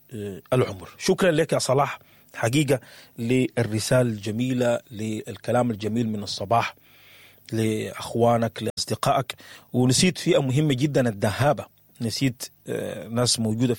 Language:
Sudanese Arabic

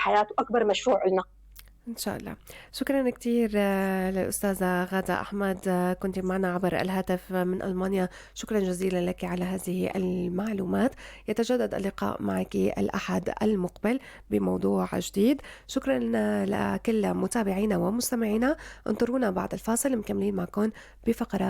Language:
North Levantine Arabic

